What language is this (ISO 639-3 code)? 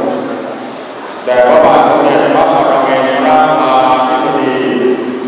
tha